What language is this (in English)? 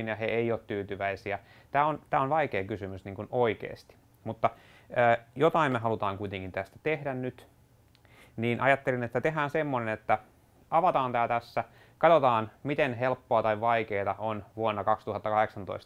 Finnish